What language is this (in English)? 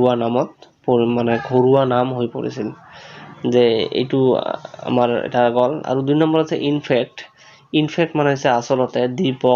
Assamese